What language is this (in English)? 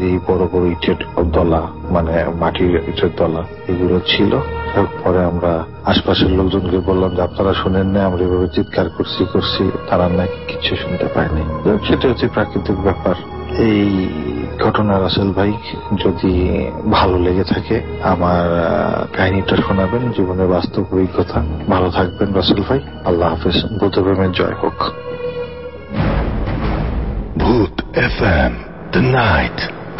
Bangla